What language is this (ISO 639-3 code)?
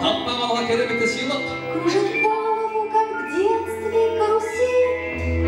kaa